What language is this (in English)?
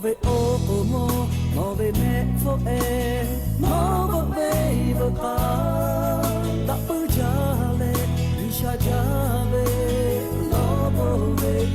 Lahu